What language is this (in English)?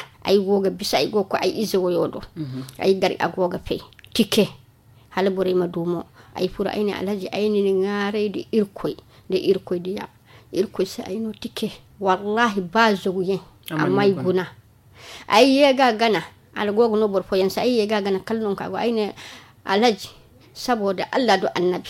Zarma